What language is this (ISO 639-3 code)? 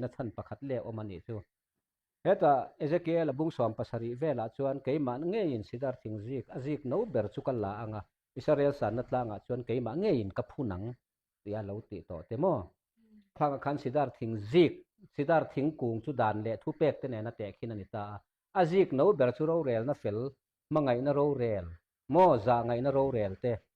lus